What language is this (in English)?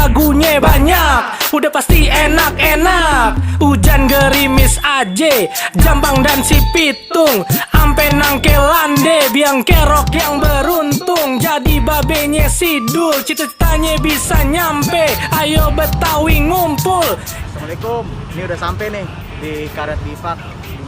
Betawi